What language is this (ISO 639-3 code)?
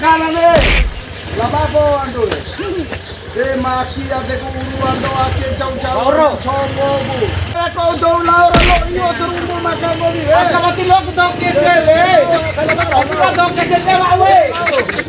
bhp